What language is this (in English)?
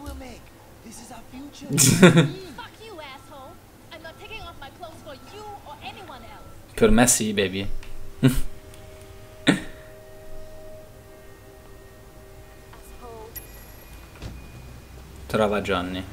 Italian